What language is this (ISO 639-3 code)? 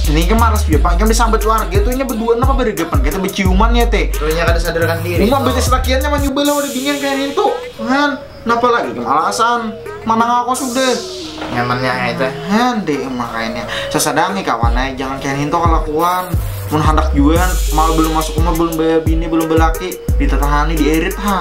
bjn